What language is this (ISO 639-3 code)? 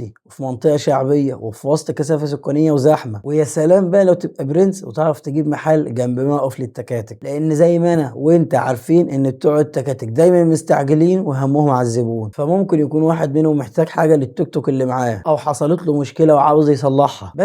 arz